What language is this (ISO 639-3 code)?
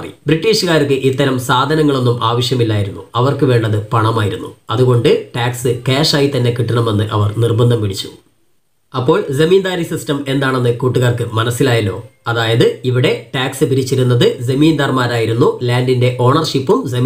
mal